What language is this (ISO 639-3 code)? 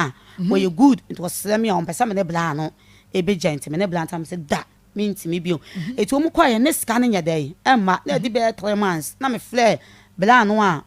aka